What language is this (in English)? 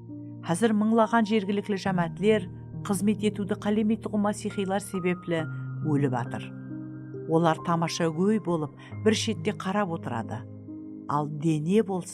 Kara-Kalpak